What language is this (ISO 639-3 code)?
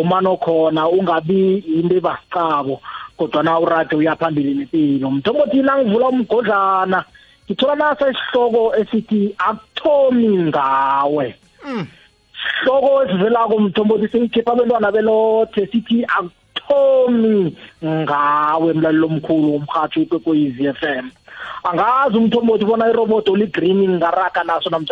nbl